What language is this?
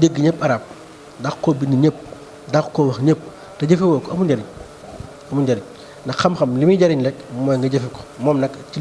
Wolof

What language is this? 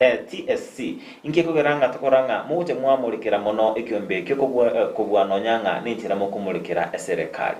Gusii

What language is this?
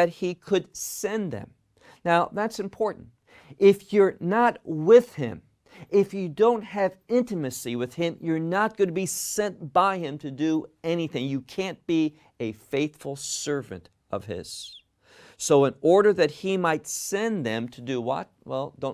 English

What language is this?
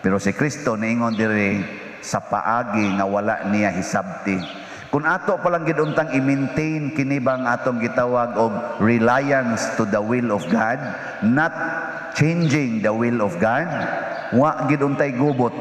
Cebuano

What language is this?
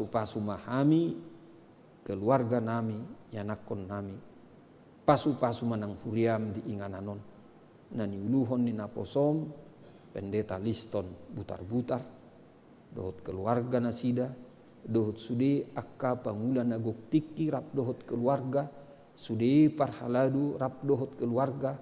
Batak Toba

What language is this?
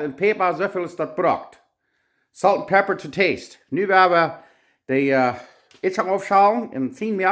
Plautdietsch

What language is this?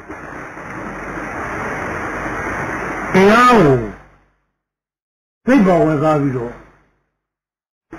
Burmese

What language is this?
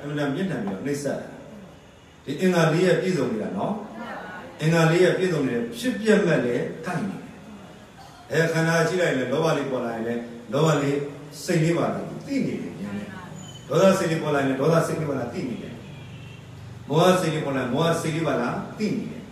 Burmese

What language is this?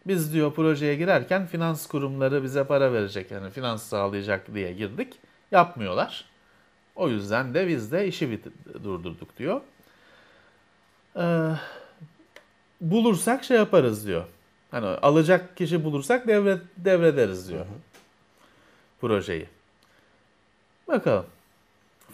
Turkish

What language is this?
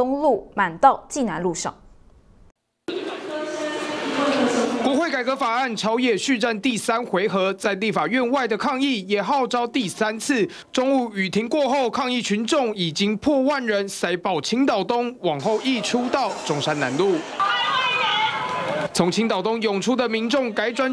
Chinese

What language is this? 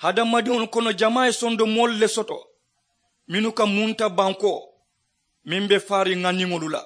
Mandingo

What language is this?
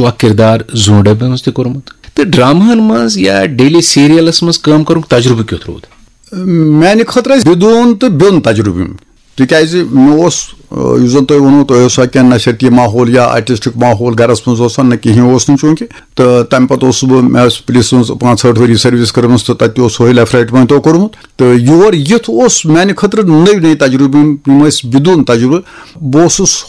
Kashmiri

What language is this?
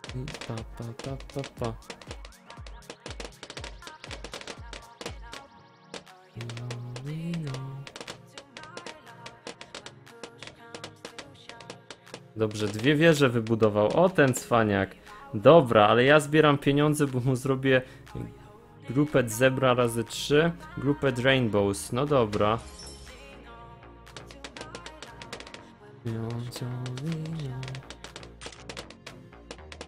Polish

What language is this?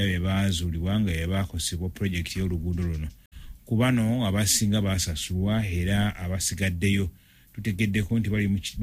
Ganda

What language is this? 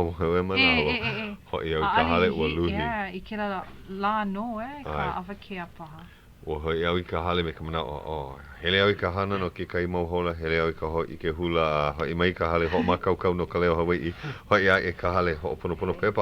Hawaiian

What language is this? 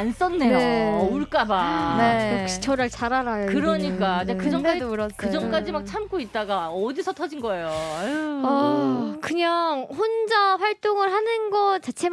Korean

